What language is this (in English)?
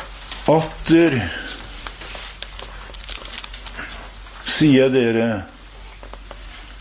Norwegian